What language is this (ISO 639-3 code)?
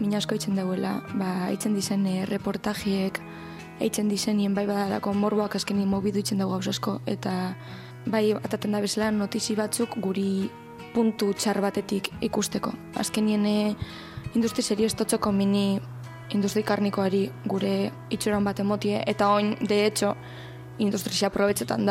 eus